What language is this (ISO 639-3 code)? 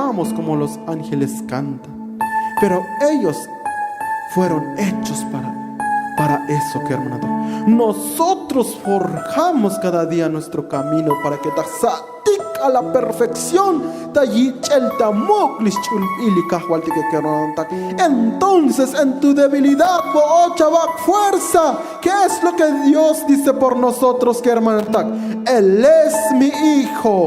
tzo